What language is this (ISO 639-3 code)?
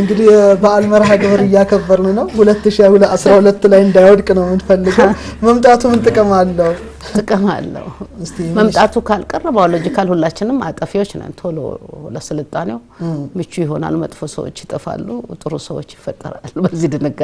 amh